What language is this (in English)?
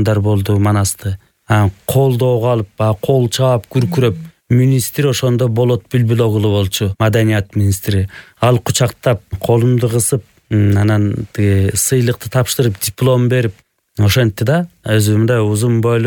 Kyrgyz